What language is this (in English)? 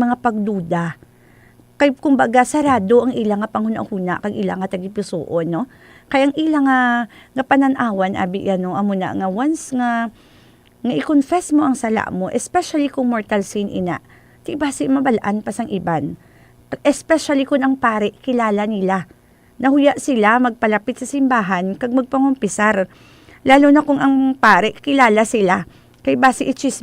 Hiligaynon